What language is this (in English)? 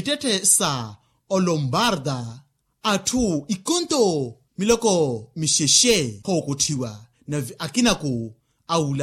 Makhuwa